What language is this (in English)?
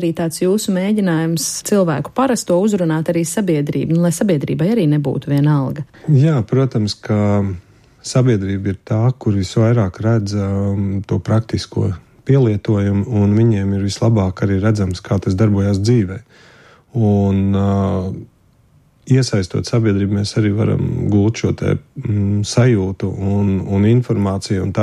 Latvian